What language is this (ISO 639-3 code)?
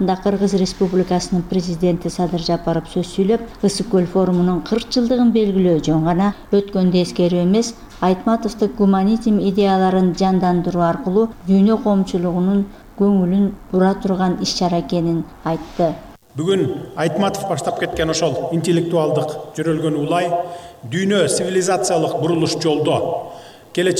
kir